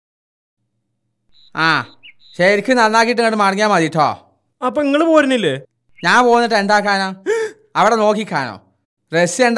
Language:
Malayalam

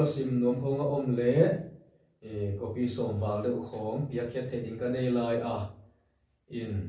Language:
Tedim Chin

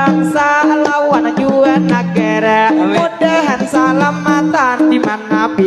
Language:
Banjar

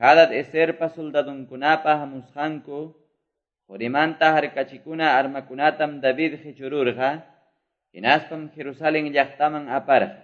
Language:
Quechua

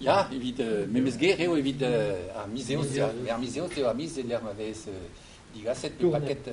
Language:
Breton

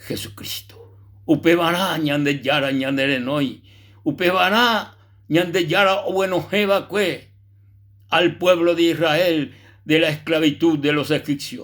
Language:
Guarani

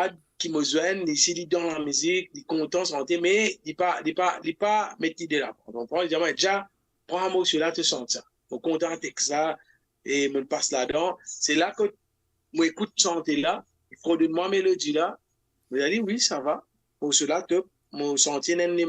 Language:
Morisyen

